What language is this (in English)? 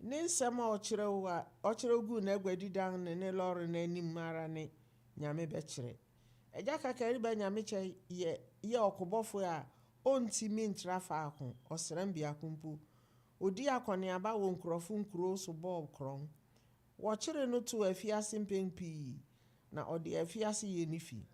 Akan